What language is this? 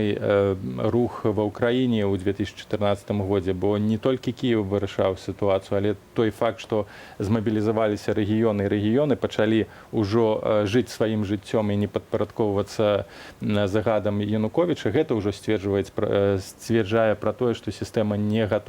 Belarusian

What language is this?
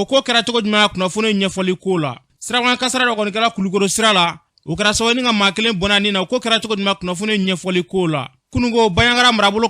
Bambara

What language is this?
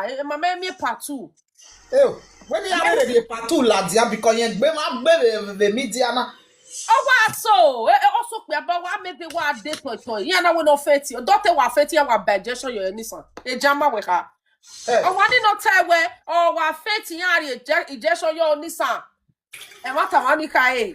Nigerian Pidgin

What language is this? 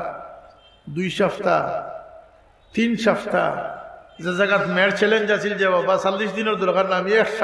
Sylheti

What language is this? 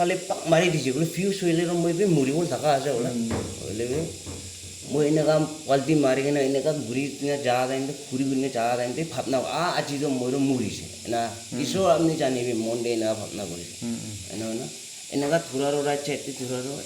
Naga Pidgin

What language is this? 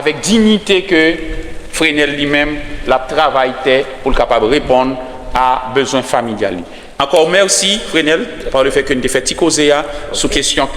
Haitian Creole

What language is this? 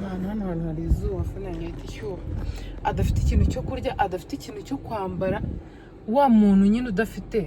Kinyarwanda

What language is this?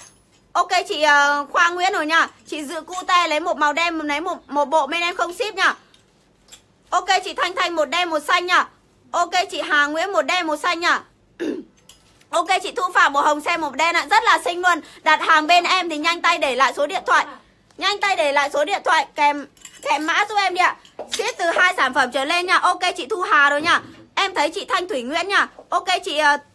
Vietnamese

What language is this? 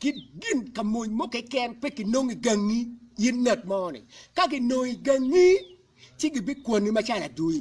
Acoli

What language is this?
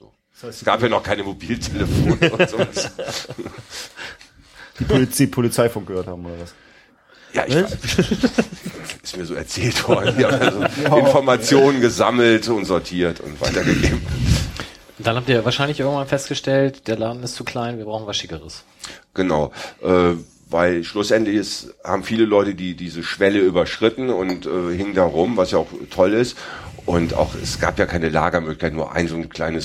German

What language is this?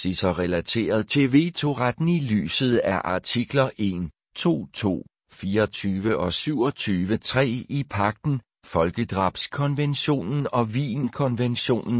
Danish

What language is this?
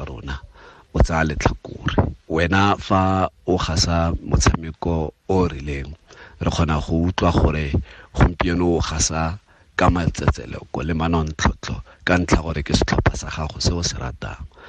Tswana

